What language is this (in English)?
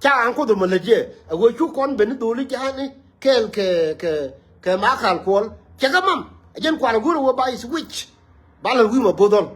Nuer